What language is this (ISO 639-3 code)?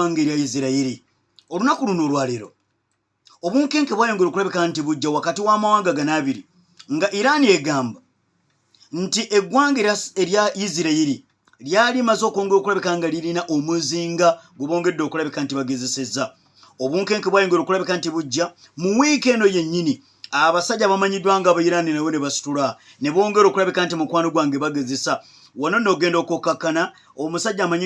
lug